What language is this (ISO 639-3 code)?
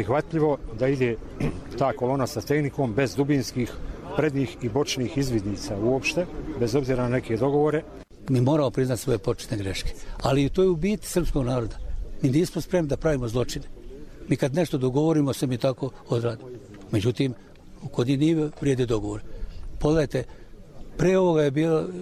hrv